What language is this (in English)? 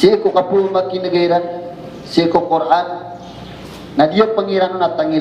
Maranao